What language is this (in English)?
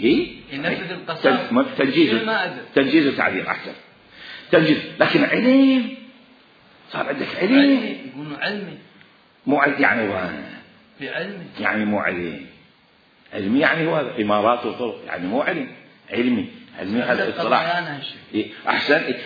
Mesopotamian Arabic